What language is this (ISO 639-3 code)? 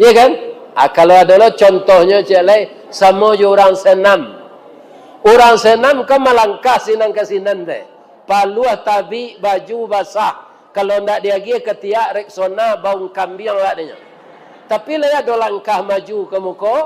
min